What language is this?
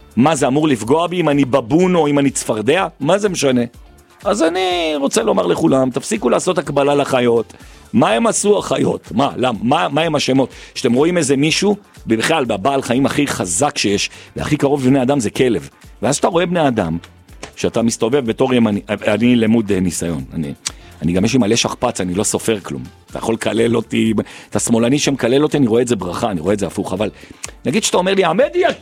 Hebrew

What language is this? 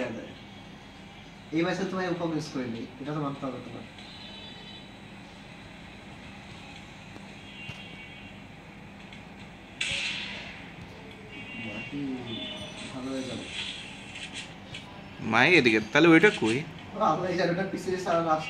Bangla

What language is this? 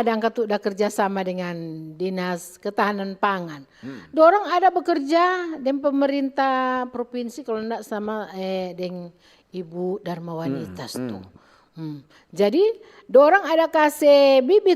Manado Malay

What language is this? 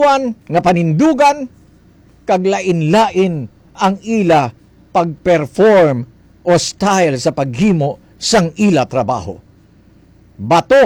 Hiligaynon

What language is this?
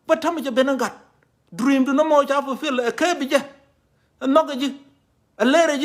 Nuer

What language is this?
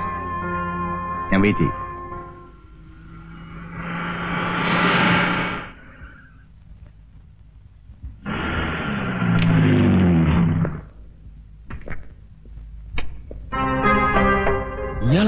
Malayalam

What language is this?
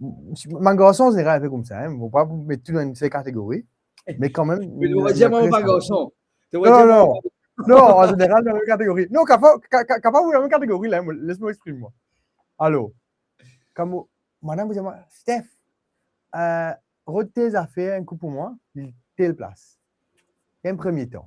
Morisyen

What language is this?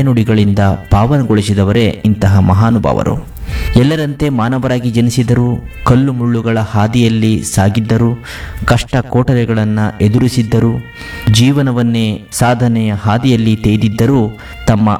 Kannada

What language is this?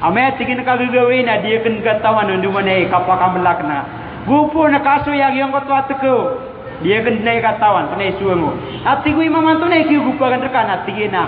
Maranao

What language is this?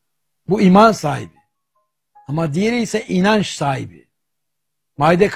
Turkish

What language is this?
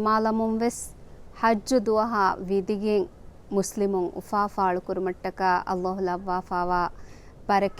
Divehi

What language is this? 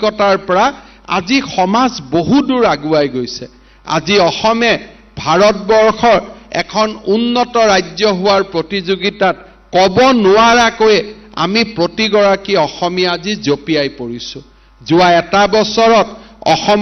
Assamese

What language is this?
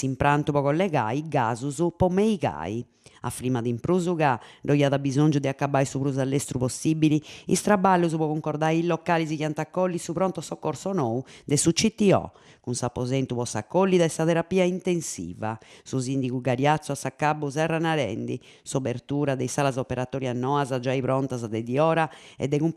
Sardinian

